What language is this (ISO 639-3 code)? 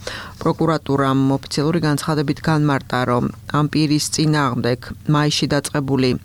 kat